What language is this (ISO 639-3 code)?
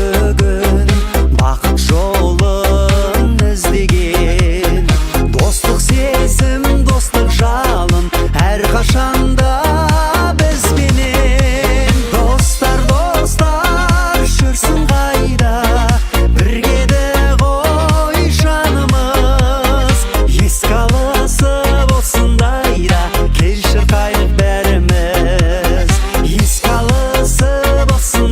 kaa